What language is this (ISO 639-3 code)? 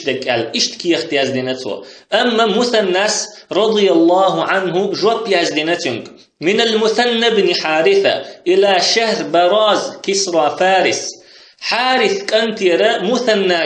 che